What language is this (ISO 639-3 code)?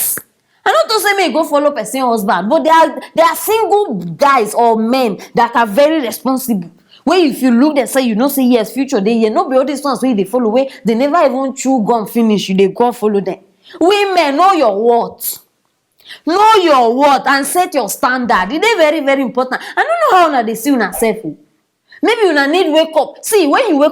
pcm